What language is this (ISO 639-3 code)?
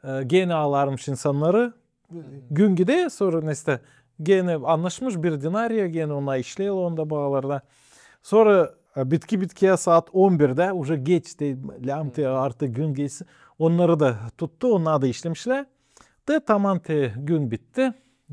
gag